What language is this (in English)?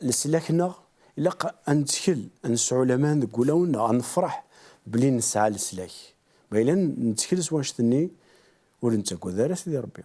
Kabyle